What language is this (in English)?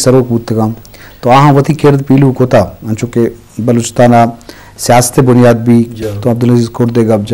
Eastern Balochi